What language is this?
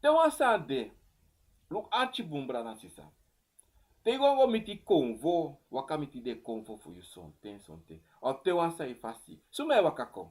Sranan Tongo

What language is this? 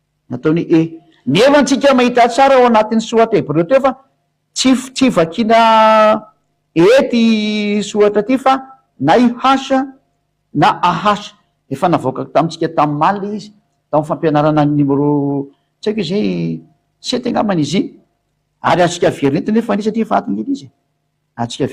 Malagasy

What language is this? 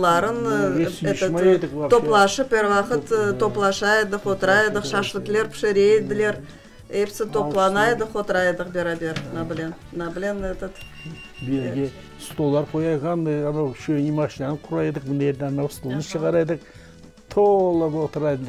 Crimean Tatar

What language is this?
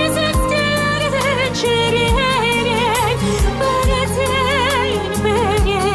Chuvash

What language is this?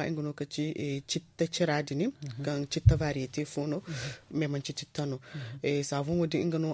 Zarma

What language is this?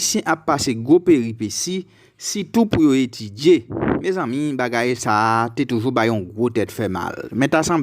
Haitian Creole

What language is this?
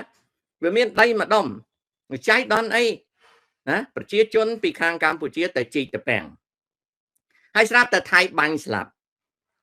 Khmer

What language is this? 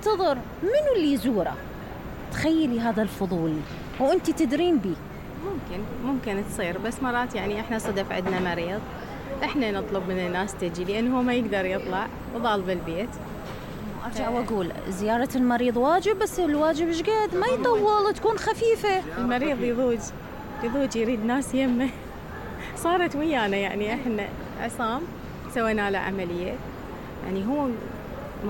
Mesopotamian Arabic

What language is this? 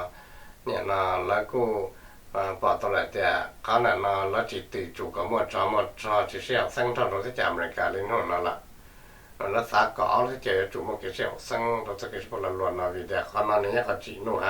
Hmong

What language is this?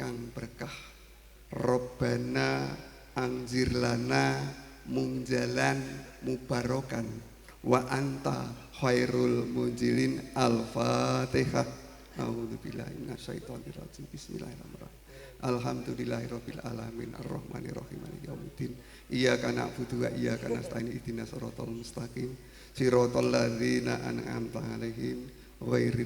Javanese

